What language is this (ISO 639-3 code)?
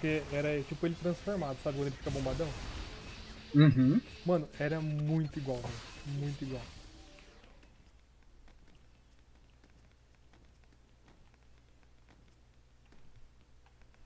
por